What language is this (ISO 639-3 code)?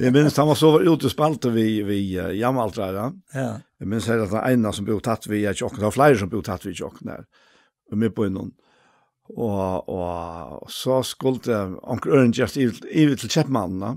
fao